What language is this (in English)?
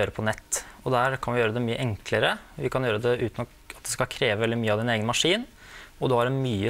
Norwegian